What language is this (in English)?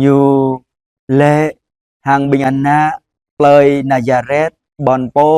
Jarai